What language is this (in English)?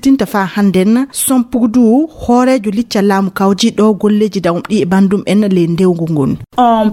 Fula